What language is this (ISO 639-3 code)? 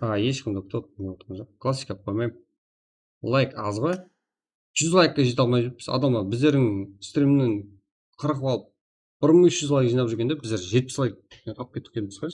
kaa